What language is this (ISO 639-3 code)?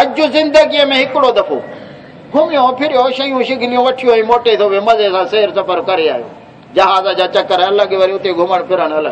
skr